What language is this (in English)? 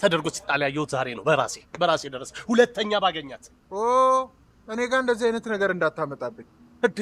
Amharic